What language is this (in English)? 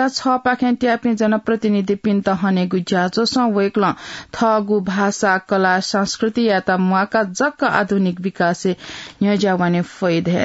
Newari